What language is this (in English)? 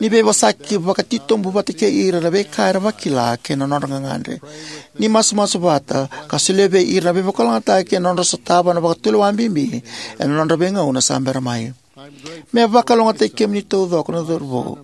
Fijian